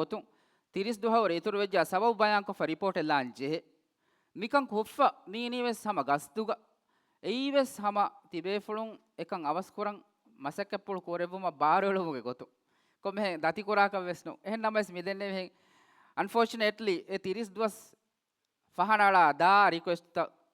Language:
Divehi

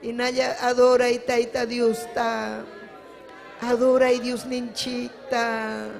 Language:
Ayacucho Quechua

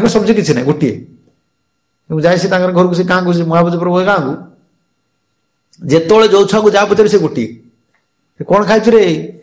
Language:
Odia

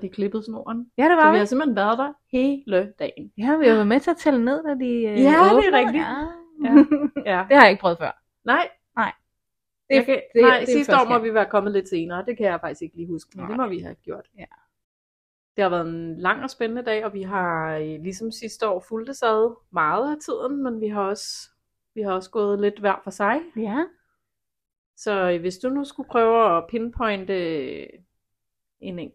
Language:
Danish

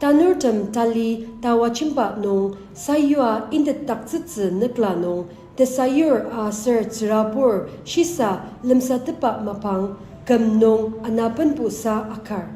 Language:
Ao Naga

